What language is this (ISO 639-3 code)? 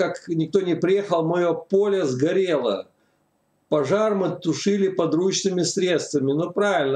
rus